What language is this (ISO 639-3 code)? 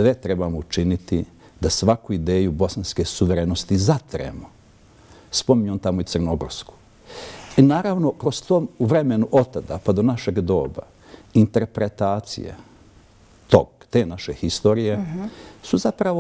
bos